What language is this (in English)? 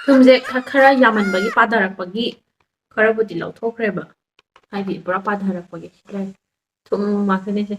Manipuri